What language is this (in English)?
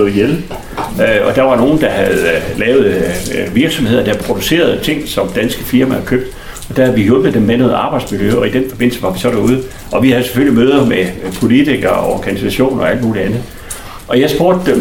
Danish